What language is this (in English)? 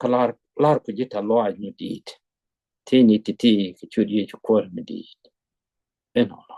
Nuer